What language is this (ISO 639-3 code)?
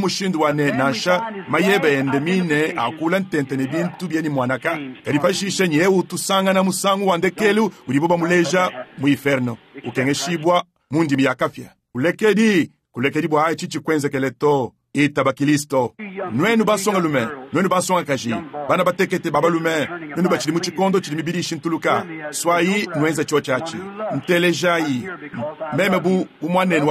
lua